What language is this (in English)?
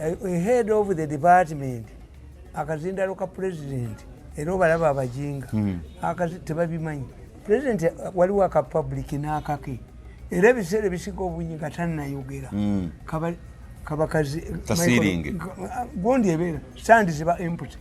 Ganda